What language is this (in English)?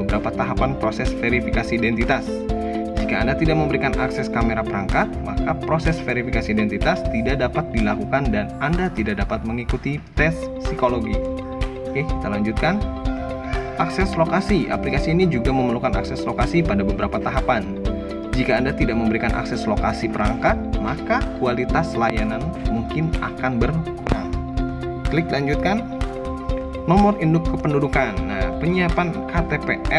Indonesian